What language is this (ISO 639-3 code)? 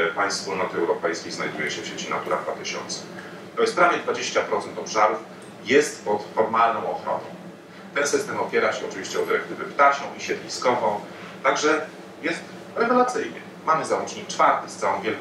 pol